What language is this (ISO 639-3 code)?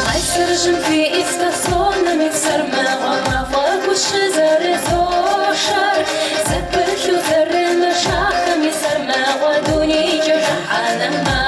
kbd